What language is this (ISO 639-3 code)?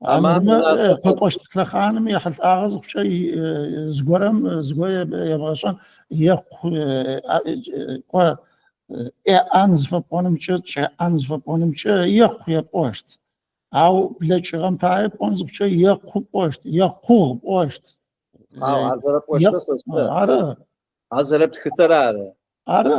ady